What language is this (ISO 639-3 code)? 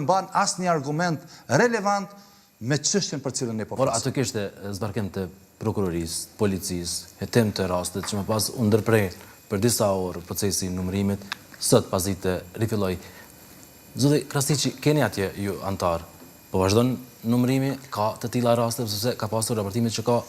sqi